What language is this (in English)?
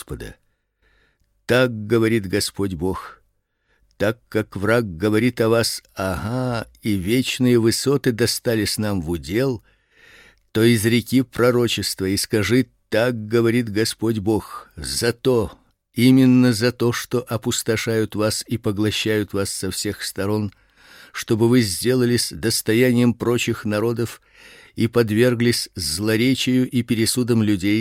Russian